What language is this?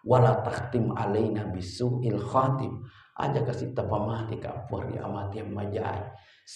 Buginese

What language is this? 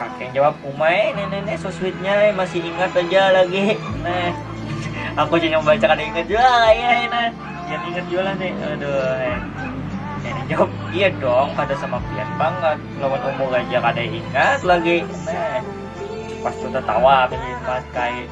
Banjar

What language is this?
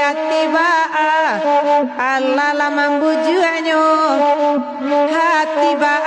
Minangkabau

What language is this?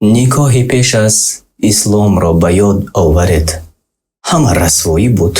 Tajik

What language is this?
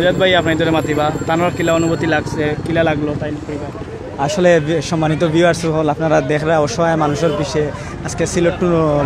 Sylheti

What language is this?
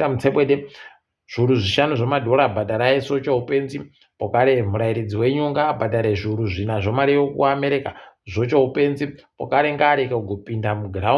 Ndau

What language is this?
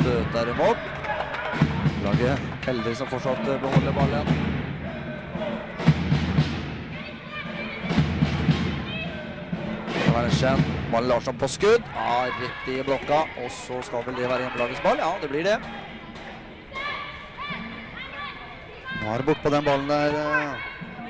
Norwegian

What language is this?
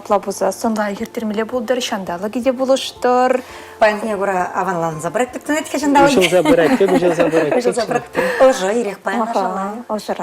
Chuvash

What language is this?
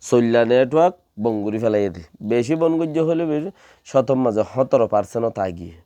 Rohingya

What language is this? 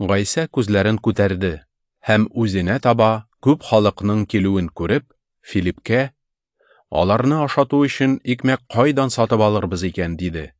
Tatar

